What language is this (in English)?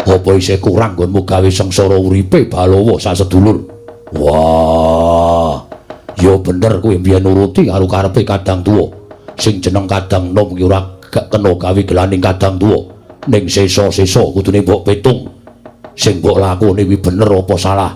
Javanese